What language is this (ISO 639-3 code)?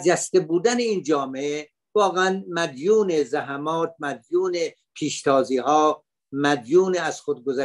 fas